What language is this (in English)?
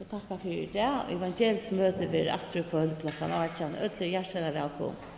Faroese